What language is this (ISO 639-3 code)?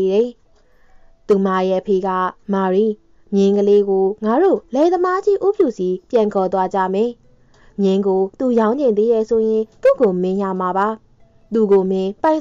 mya